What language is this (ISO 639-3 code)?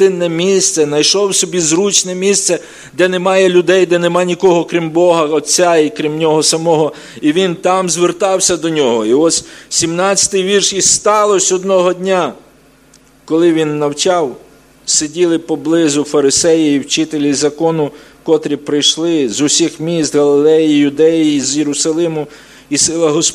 ukr